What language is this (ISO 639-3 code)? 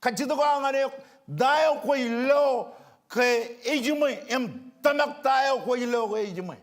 mah